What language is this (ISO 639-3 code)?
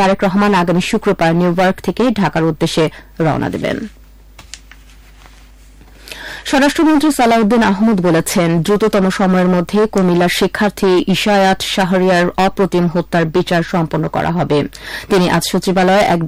ben